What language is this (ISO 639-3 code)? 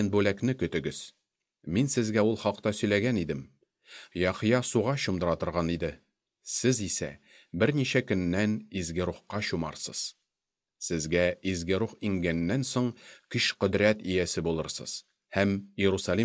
tat